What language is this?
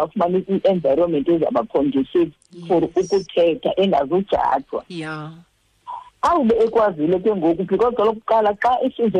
Xhosa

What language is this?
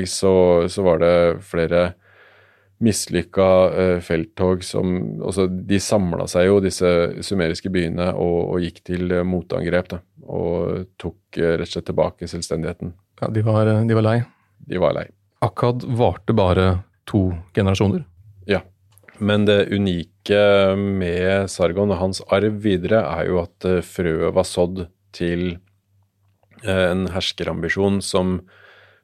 Norwegian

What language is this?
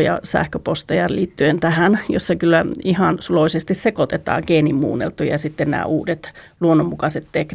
Finnish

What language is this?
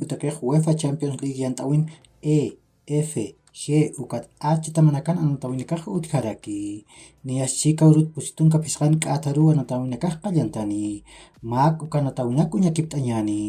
Aymara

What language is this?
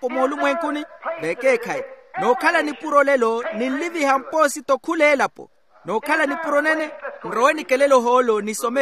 Makhuwa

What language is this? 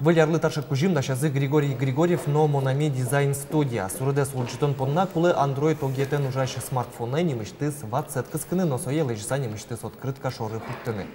Udmurt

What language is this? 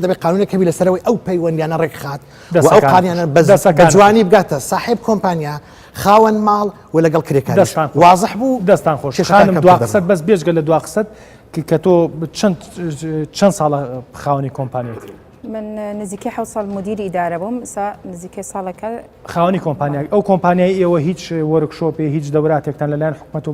Central Kurdish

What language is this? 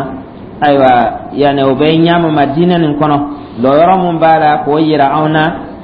Dyula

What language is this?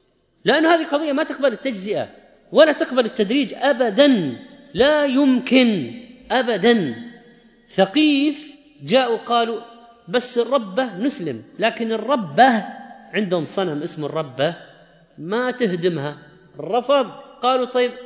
Arabic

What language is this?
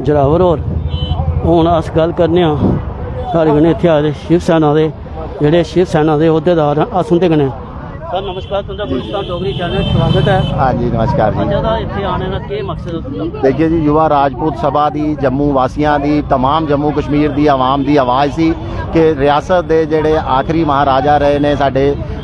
Dogri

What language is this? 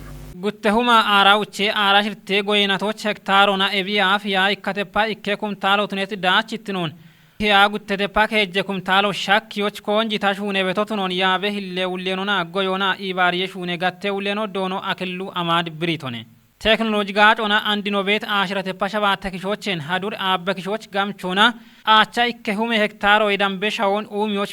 Kafa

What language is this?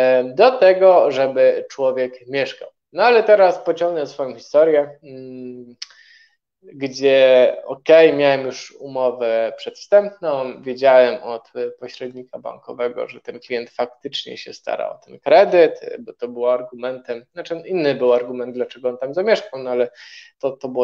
Polish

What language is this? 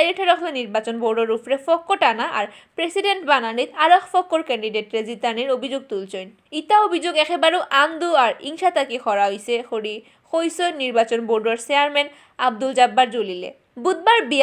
Sylheti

